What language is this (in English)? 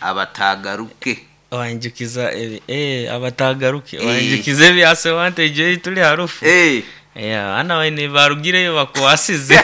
Nyoro